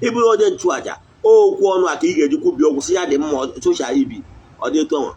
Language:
Igbo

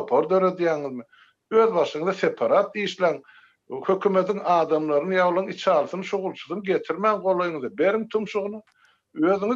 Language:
Turkmen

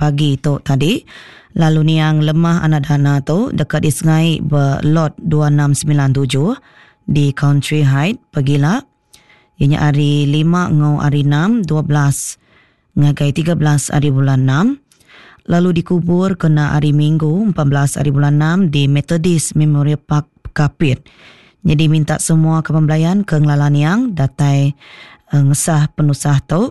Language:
Iban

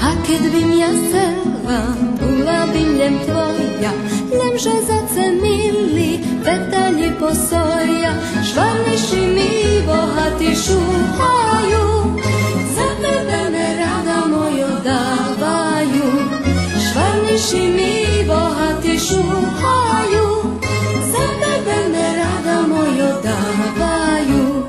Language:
Rusyn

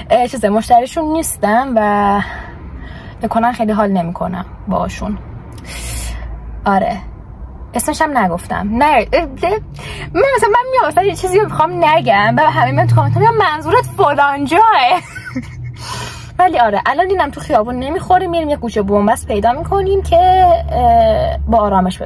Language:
Persian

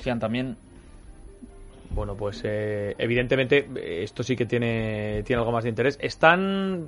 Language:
Spanish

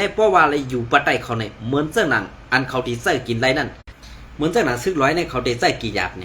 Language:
Shan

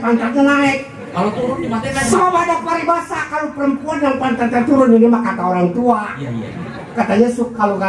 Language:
Betawi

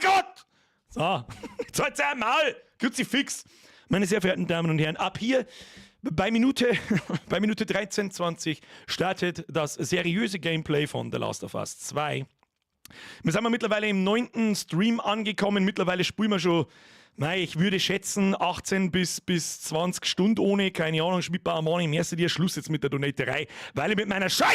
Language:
Bavarian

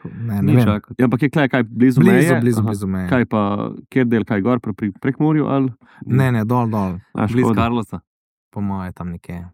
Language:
Slovenian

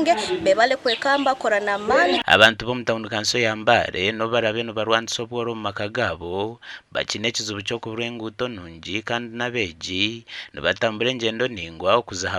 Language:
Nyankole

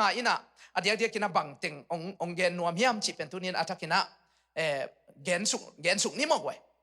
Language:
Tedim Chin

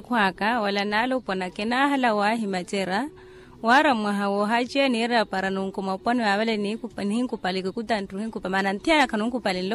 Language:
Makhuwa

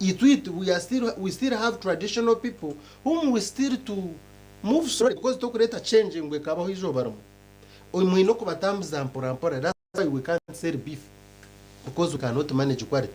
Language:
Nyankole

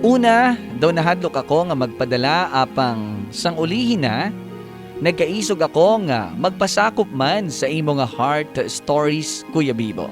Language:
Hiligaynon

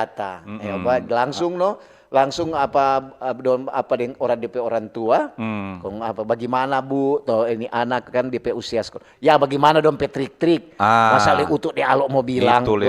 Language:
Manado Malay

